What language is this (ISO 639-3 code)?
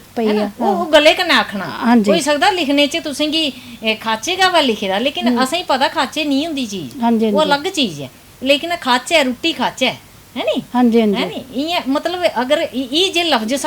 doi